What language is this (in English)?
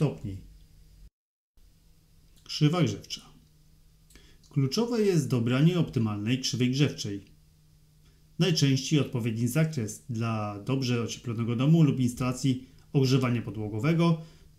Polish